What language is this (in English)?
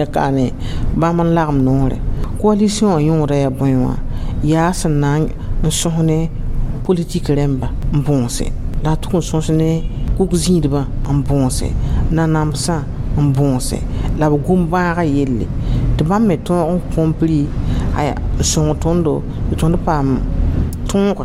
Mossi